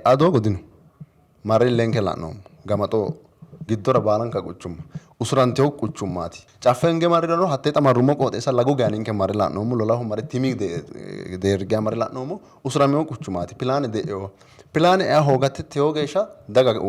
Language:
Sidamo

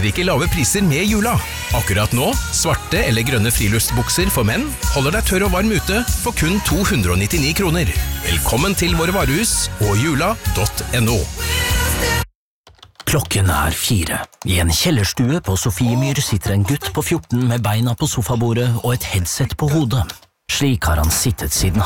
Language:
Norwegian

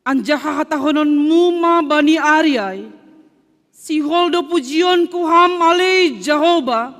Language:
Batak Simalungun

